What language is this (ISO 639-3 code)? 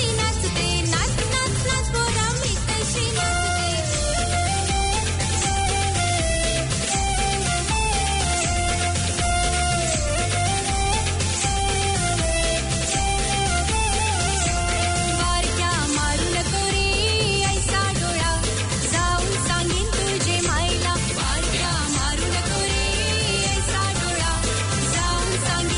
mar